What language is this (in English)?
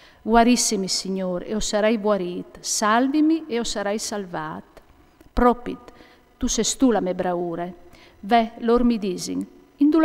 Friulian